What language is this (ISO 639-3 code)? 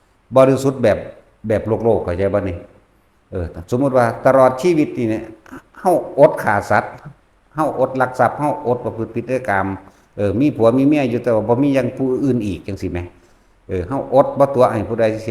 tts